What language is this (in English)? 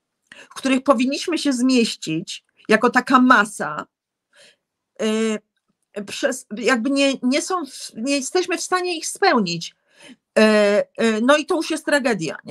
Polish